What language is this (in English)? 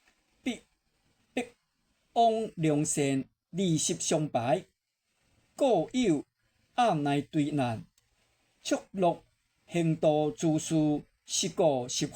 Min Nan Chinese